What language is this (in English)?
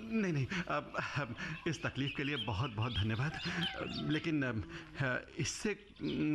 Hindi